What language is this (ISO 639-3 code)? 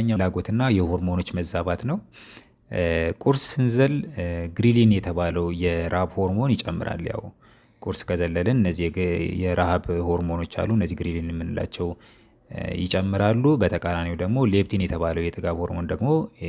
amh